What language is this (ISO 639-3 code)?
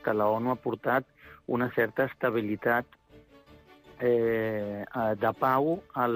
cat